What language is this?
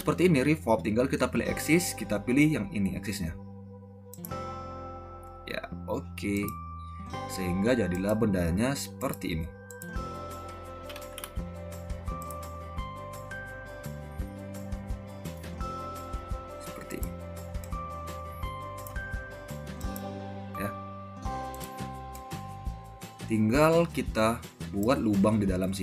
Indonesian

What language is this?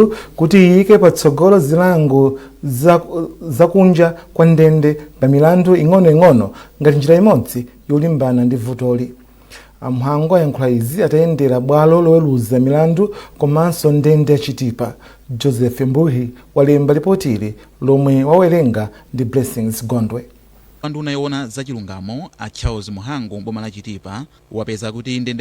Nyanja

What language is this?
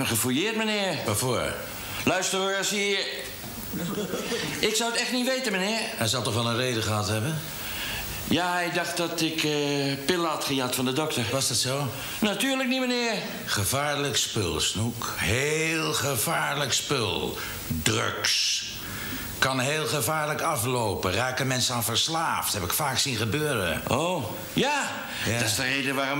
Dutch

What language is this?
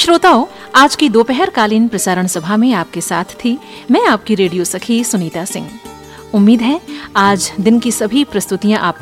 Hindi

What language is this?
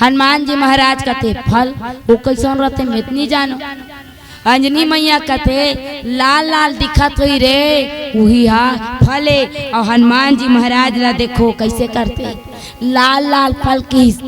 Chhattisgarhi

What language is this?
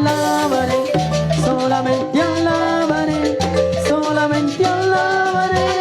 Kekchí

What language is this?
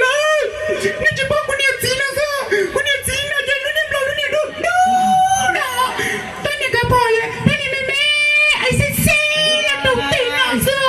Hmong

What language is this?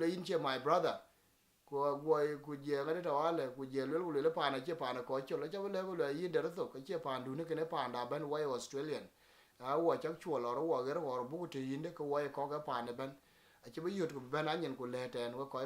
Dinka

